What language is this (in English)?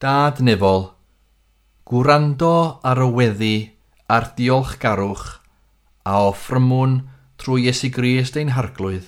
Welsh